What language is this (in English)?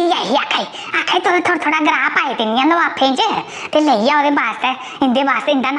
Dogri